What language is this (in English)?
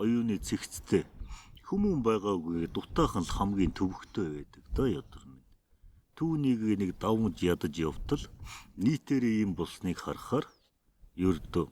Mongolian